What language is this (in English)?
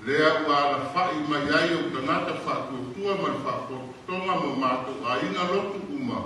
Samoan